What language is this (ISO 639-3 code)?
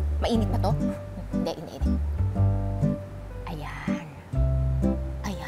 fil